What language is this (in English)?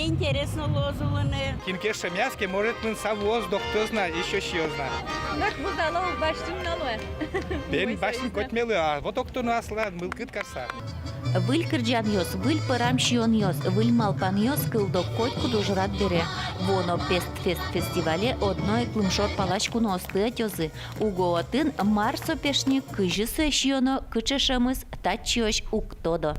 Udmurt